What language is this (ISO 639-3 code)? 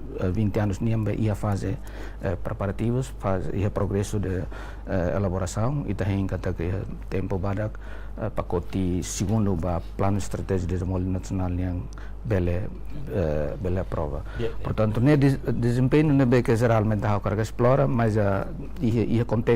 tet